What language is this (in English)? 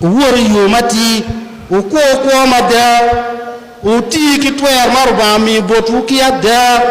Acoli